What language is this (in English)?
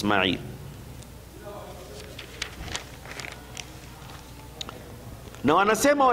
Swahili